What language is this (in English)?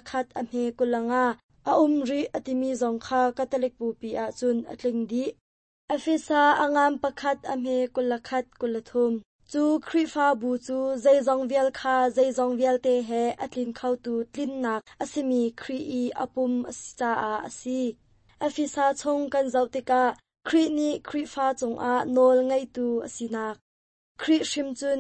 Hakha Chin